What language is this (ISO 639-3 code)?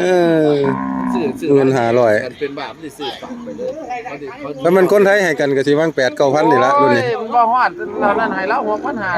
tts